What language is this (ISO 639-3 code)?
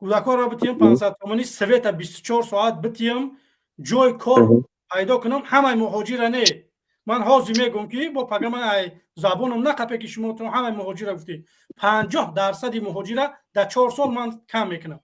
tgk